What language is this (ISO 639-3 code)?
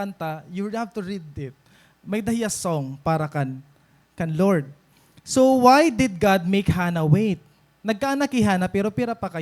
war